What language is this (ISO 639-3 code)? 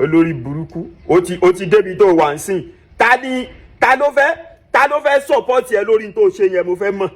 yor